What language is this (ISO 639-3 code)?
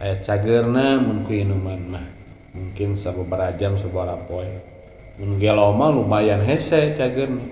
sun